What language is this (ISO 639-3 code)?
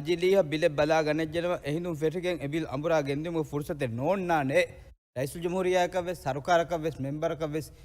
div